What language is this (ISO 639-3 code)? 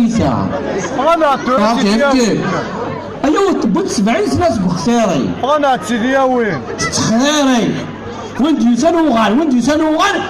kab